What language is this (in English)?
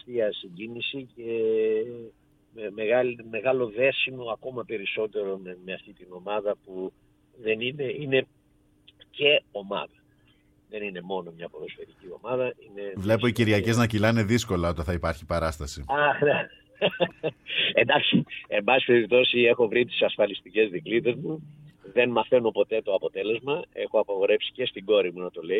Greek